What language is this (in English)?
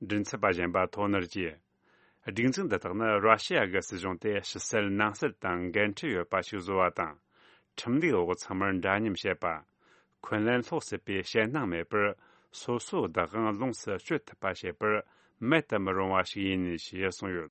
Tibetan